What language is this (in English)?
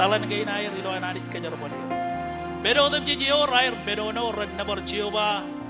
Marshallese